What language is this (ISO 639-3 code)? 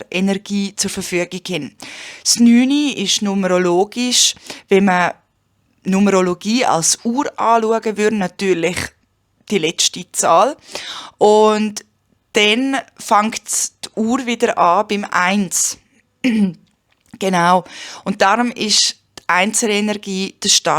gsw